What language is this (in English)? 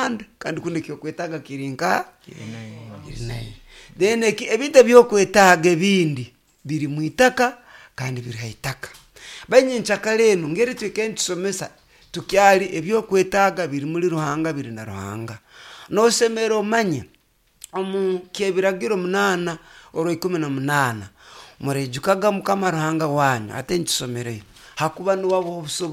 Nyoro